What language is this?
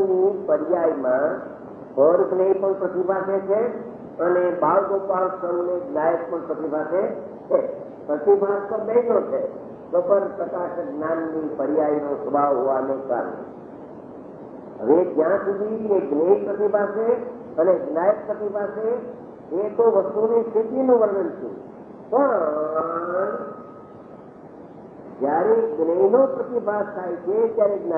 Gujarati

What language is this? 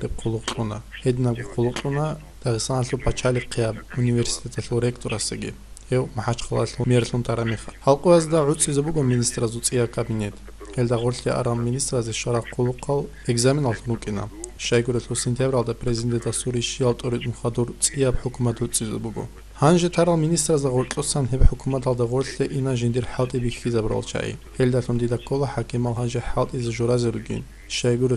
Avaric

